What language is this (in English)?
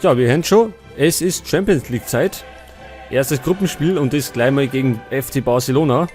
Bavarian